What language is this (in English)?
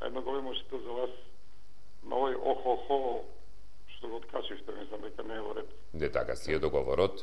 Macedonian